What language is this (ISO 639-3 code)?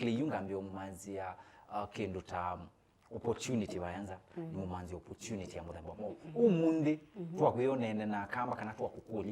kam